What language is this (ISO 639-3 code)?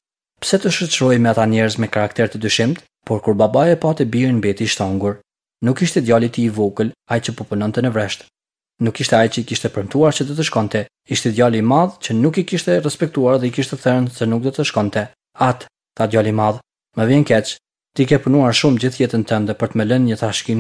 sqi